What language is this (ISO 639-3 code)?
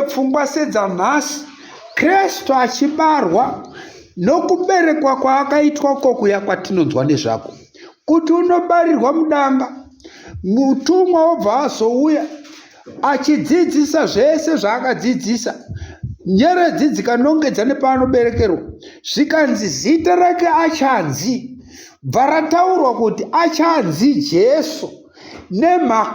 sna